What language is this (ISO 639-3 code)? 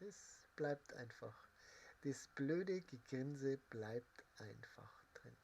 bar